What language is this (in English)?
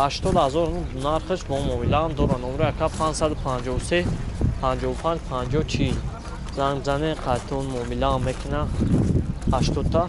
Tajik